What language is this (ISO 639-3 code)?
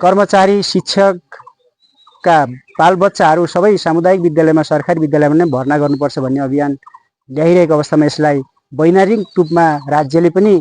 nep